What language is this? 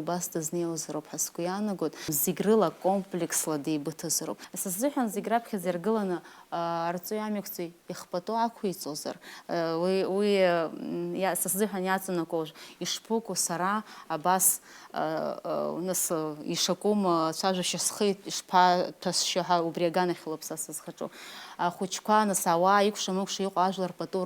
Abkhazian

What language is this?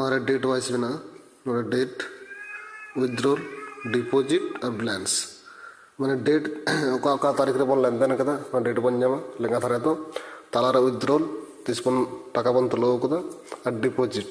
Santali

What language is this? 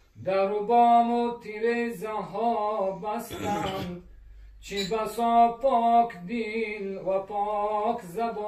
Persian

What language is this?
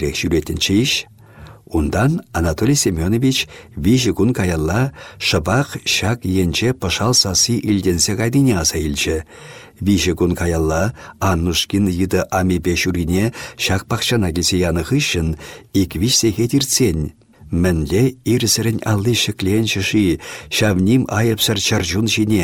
Chuvash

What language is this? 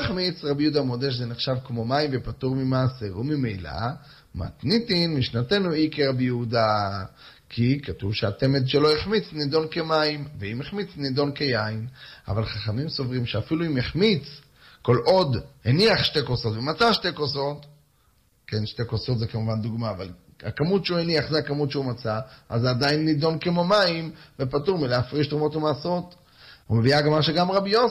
Hebrew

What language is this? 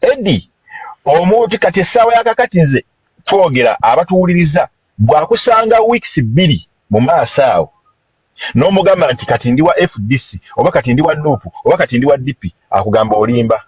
Ganda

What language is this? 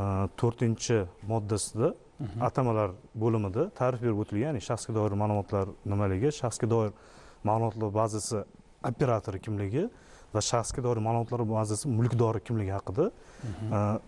Uzbek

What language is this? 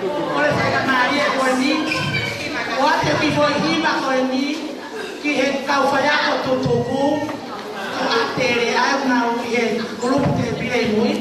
Tongan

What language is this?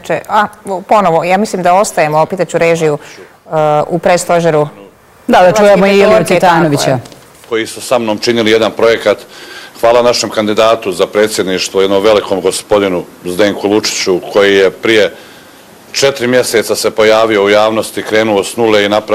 Bosnian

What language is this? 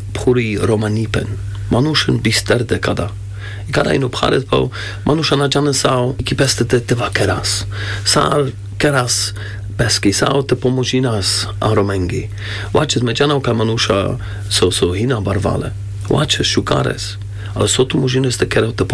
Carpathian Romani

